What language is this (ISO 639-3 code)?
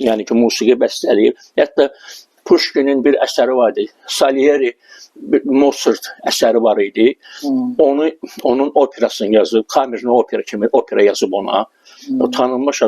aze